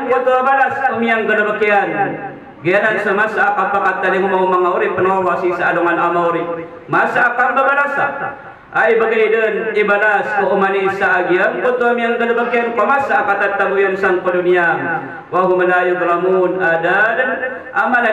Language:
Maranao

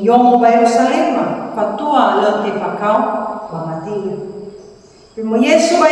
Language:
Nias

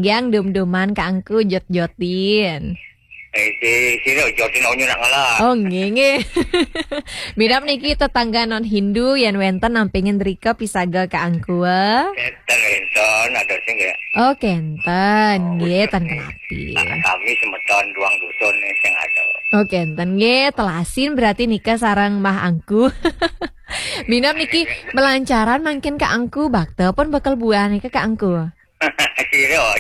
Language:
Balinese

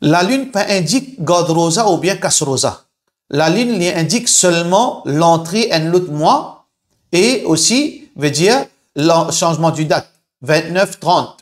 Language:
Morisyen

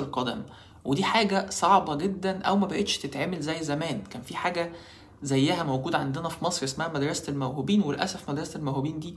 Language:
Egyptian Arabic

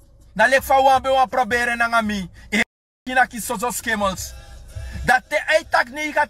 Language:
Sranan Tongo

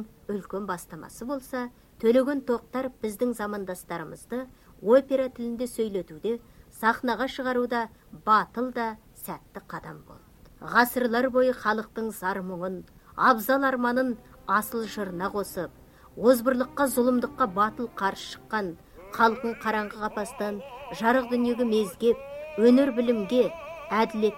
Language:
Kazakh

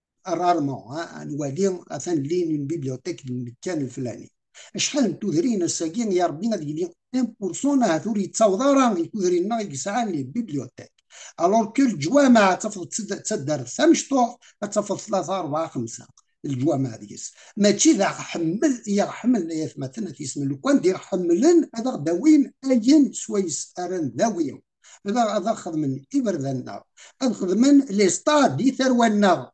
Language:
Kabyle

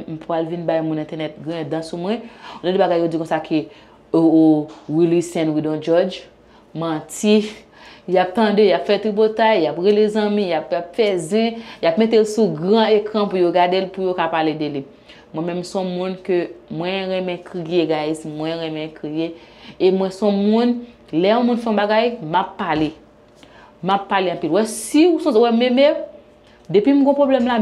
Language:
Haitian Creole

